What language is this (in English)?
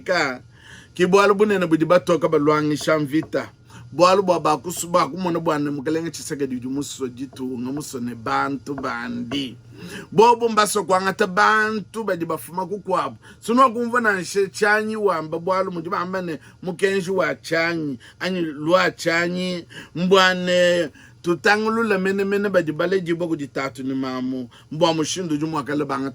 Luba-Lulua